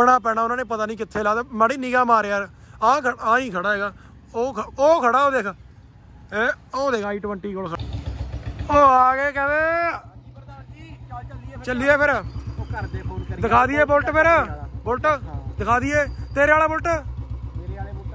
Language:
Punjabi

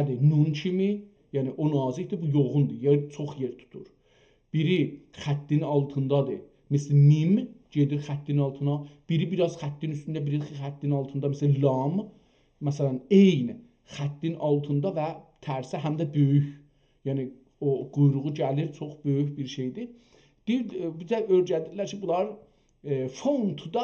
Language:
South Azerbaijani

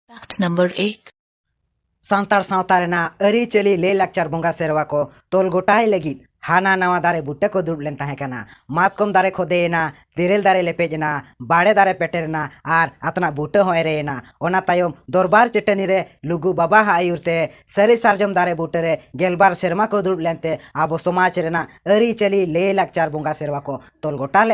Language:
Santali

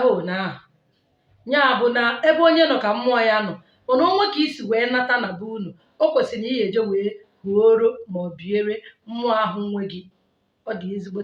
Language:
Igbo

